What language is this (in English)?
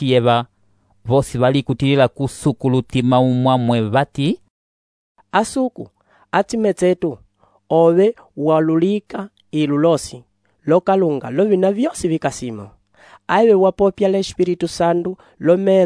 Umbundu